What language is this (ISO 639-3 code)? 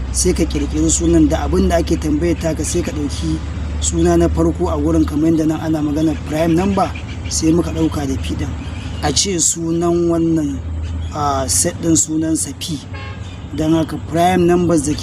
hau